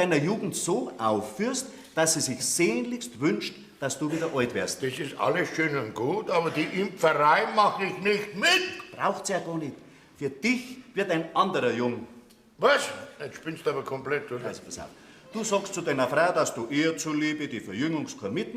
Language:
Bavarian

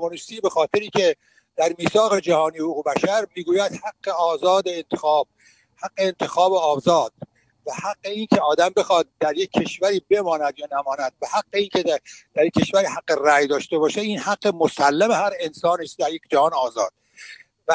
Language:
Persian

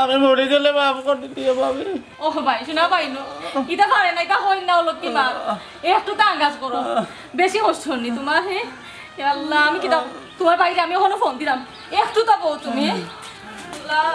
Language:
Sylheti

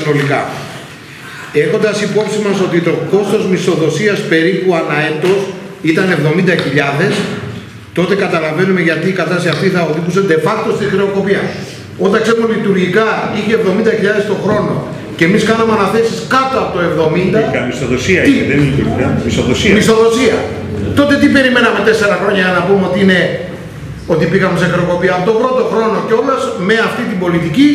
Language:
Greek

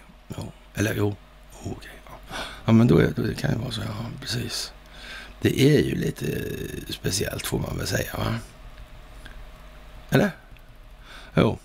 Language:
Swedish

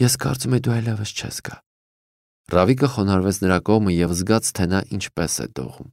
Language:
Armenian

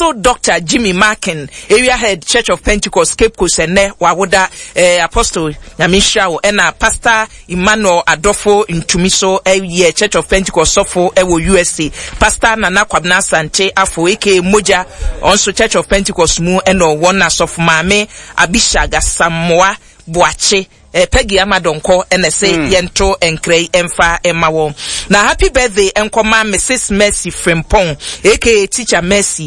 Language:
Akan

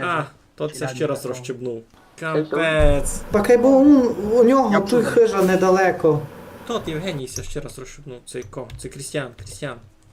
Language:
Rusyn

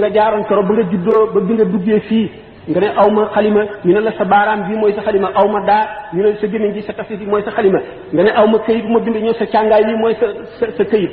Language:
Wolof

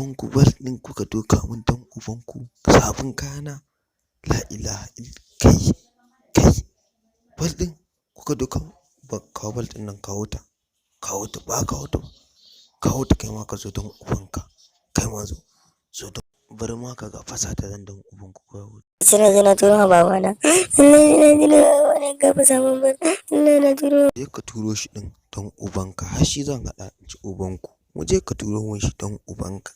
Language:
Hausa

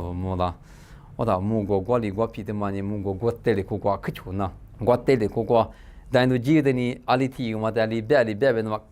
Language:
Lisu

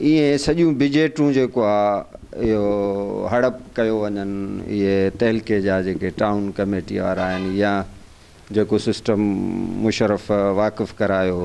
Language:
Sindhi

